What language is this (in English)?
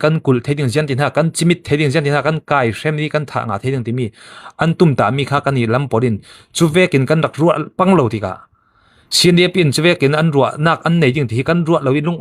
Falam Chin